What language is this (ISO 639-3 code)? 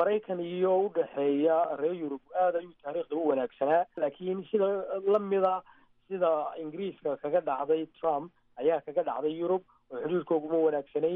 som